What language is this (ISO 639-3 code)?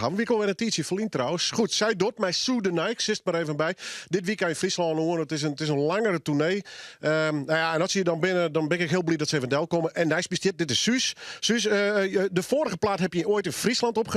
fry